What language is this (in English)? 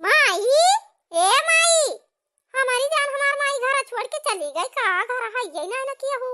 Awadhi